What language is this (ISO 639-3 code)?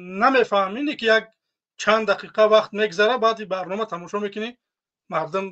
tgk